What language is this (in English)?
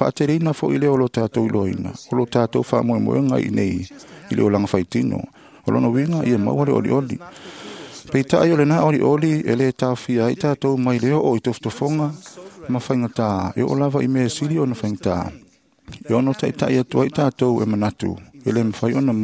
Samoan